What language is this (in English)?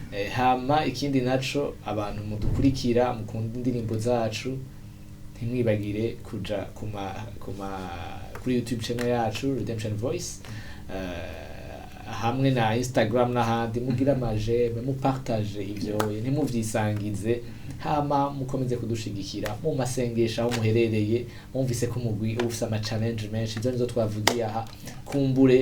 Rundi